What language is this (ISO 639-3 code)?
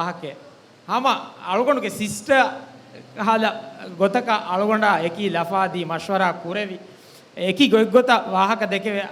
div